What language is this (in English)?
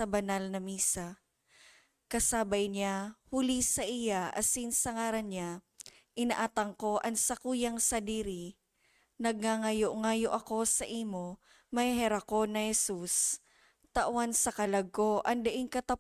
Bikol